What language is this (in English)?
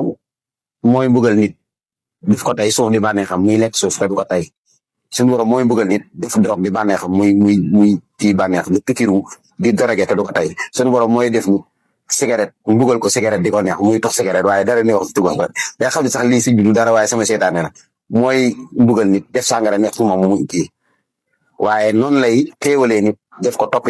Wolof